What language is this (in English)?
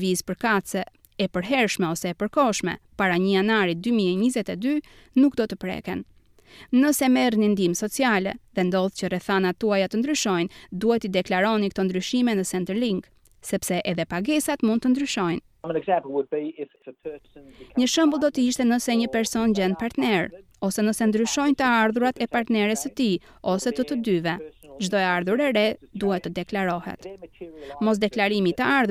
Albanian